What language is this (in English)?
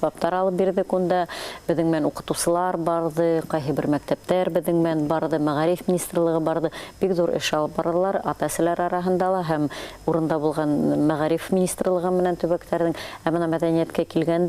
Bashkir